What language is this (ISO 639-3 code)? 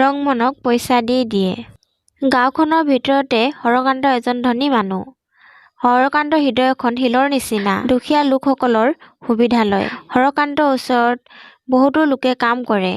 asm